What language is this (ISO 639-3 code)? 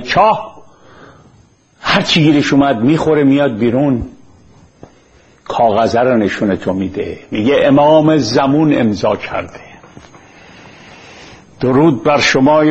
fas